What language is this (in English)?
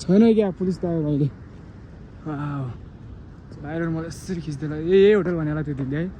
Nepali